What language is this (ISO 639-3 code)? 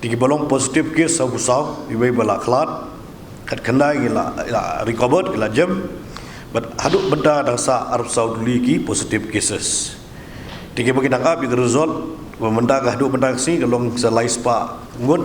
kha